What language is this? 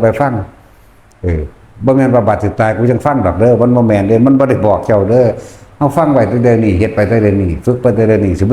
Northeastern Thai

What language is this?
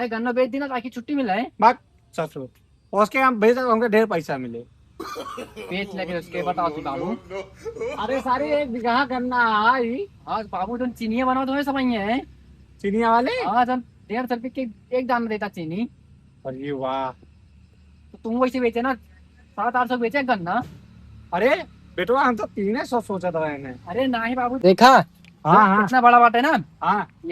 Awadhi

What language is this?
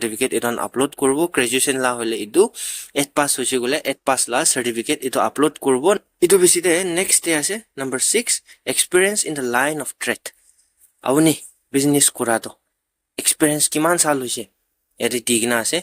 Naga Pidgin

